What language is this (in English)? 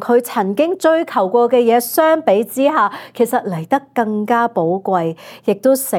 Cantonese